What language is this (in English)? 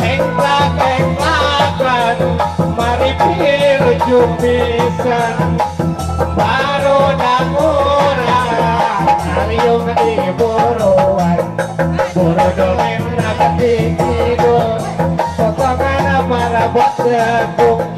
Sundanese